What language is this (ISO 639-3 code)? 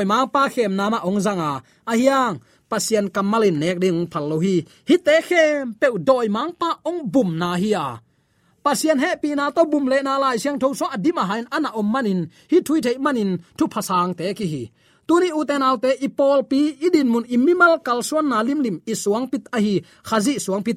ctd